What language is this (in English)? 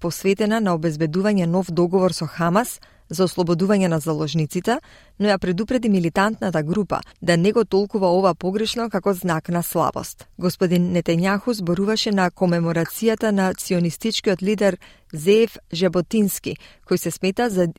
Macedonian